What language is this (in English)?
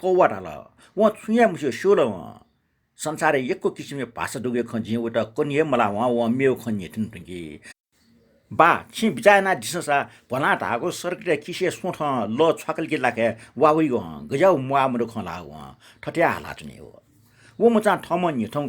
Newari